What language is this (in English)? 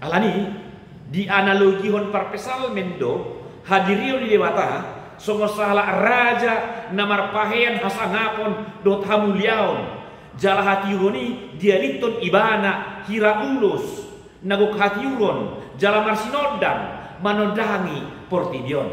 Batak Toba